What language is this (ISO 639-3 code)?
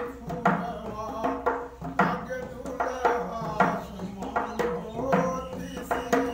bho